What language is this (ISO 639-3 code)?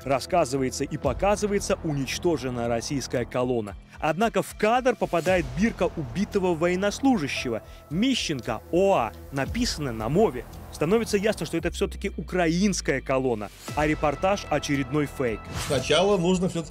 rus